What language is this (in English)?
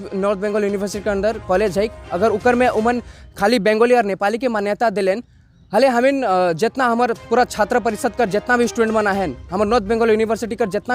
Sadri